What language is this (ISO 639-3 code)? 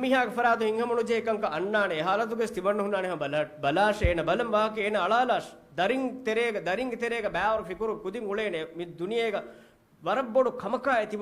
div